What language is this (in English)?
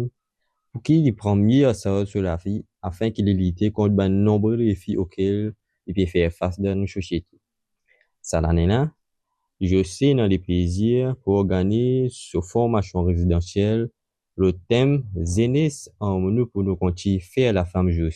Morisyen